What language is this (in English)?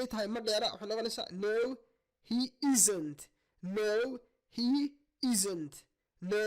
Somali